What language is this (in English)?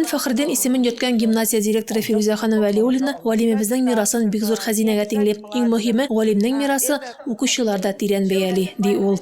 Tatar